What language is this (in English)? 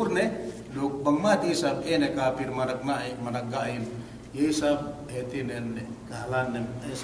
Yakan